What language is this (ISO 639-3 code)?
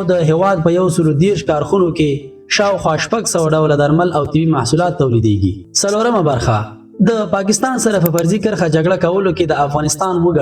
pus